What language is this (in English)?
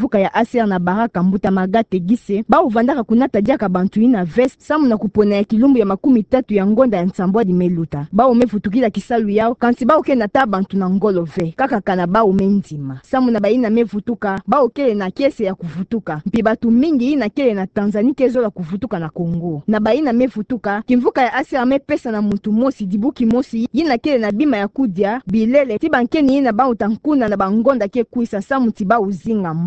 Kituba (Democratic Republic of Congo)